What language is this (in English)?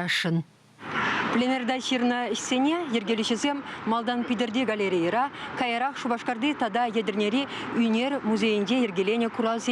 Chuvash